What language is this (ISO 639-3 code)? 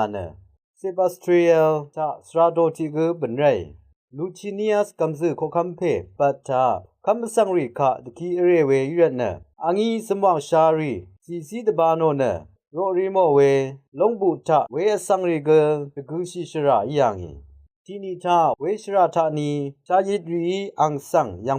raw